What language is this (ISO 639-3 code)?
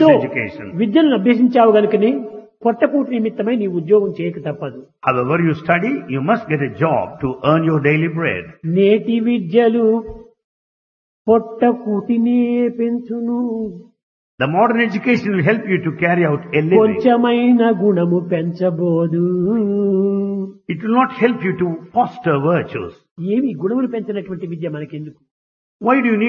tel